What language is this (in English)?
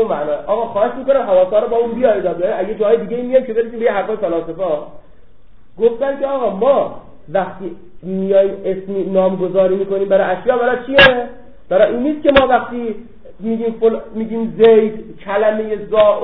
Persian